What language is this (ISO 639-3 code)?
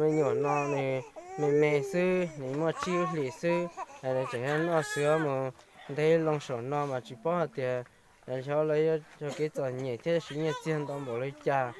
hmn